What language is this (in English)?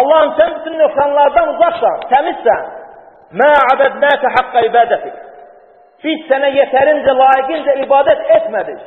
Azerbaijani